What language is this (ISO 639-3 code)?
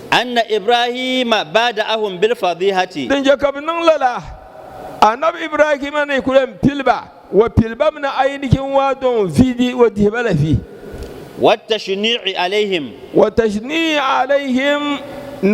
dag